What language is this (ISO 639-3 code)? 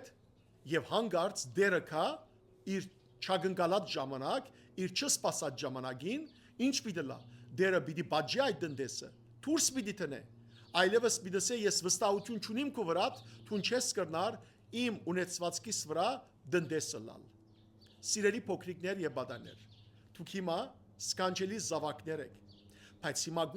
hyw